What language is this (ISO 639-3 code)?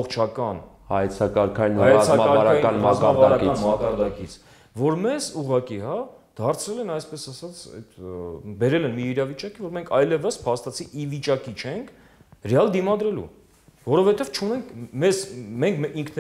hye